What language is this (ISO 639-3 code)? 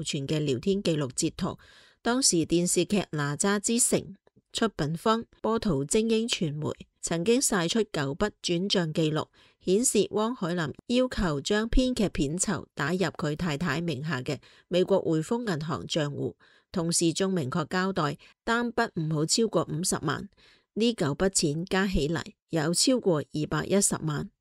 yue